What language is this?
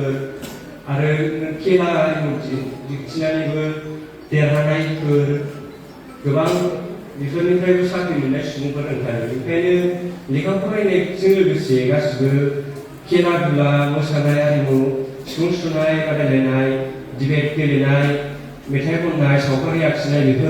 Bodo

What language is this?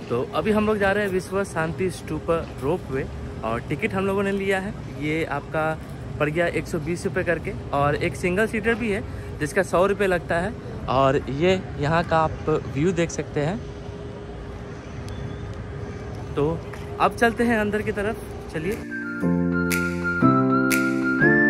Hindi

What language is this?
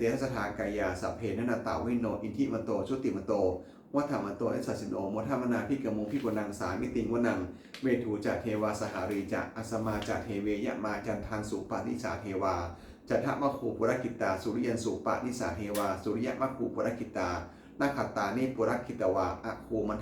Pali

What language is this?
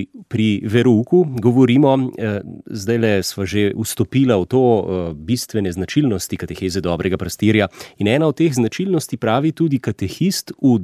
Slovenian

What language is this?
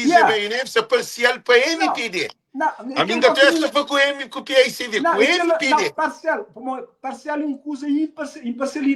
Kabuverdianu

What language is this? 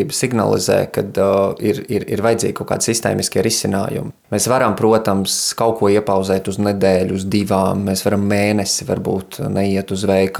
Latvian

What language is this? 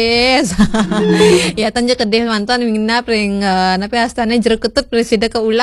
Balinese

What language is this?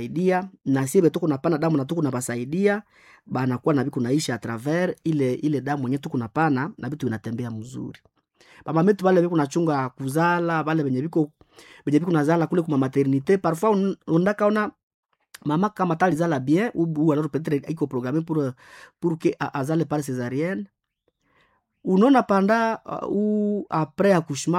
Swahili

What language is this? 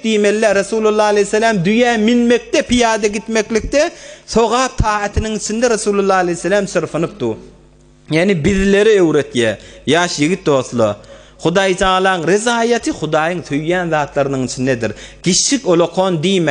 Turkmen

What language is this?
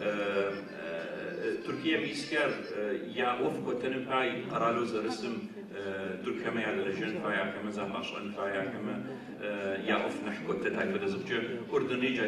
Adyghe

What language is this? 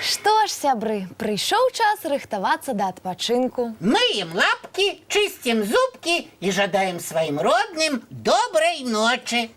Belarusian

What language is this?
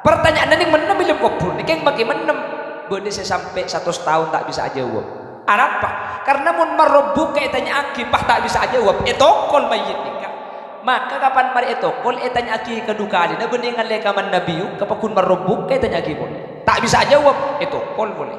Madurese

